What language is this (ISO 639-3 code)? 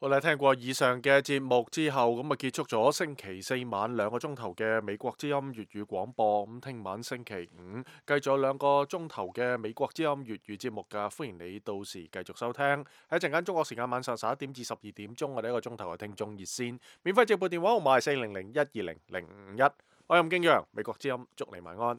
yue